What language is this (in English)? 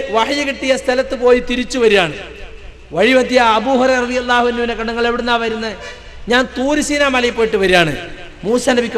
Malayalam